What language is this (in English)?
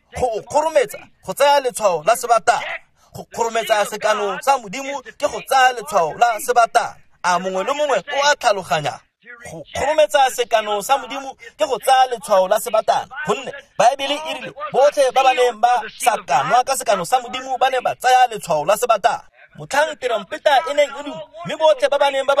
Tswana